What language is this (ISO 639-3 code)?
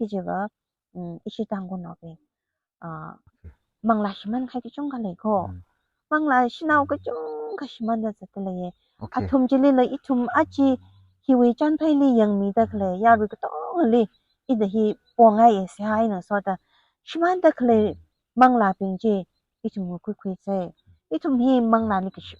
nmf